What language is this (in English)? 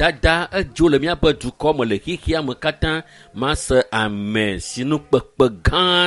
Ewe